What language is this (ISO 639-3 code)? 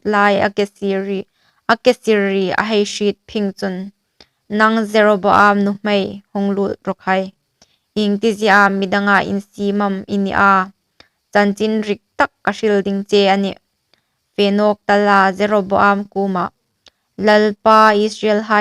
hmr